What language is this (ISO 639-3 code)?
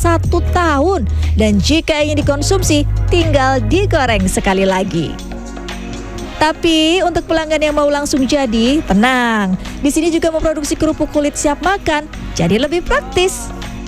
ind